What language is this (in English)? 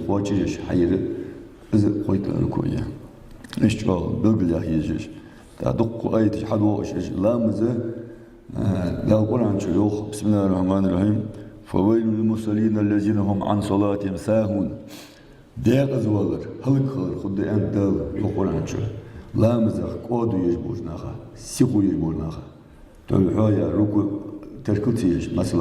Ingush